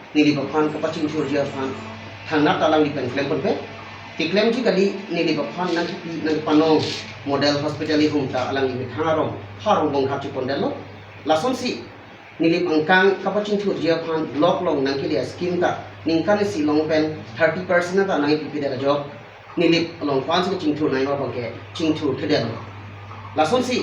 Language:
Karbi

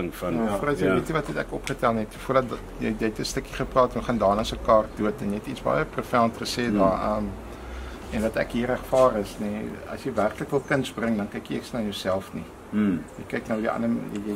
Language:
Afrikaans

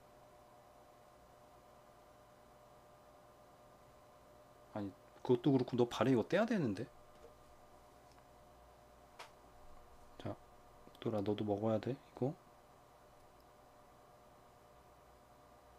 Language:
Korean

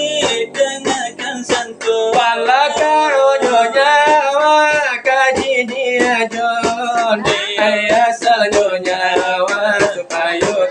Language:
Minangkabau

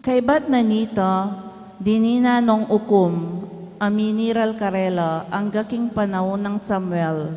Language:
Pampanga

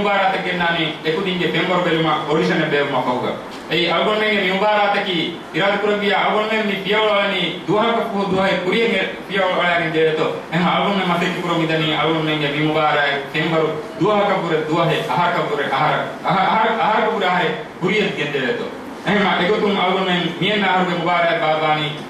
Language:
Divehi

